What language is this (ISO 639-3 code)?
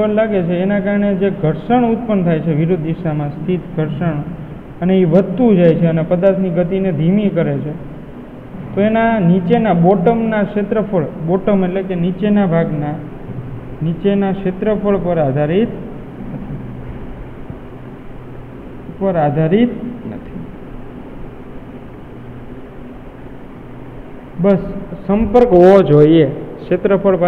guj